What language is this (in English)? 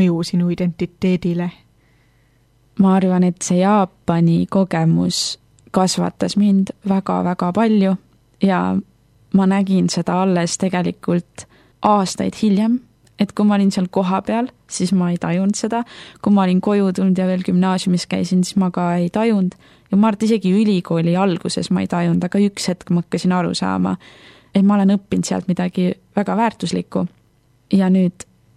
Estonian